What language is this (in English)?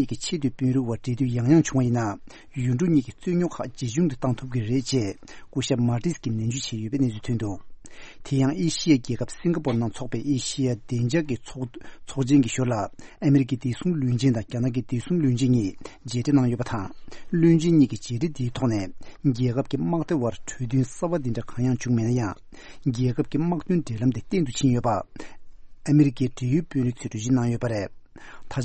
Tibetan